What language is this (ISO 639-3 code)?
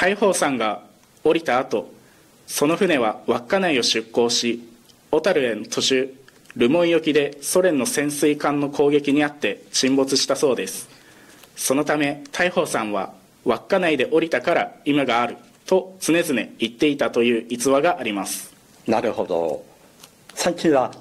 jpn